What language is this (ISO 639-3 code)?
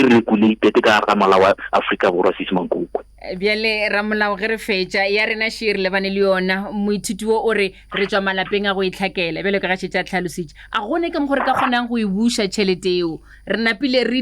nso